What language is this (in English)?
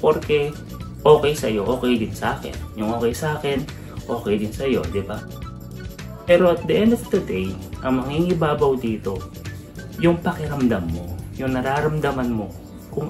Filipino